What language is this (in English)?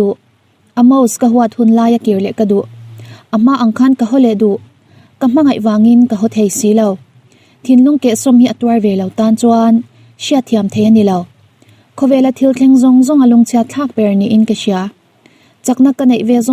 Mizo